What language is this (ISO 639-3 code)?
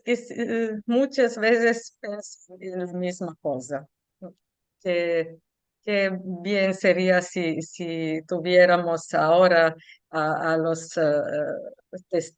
lad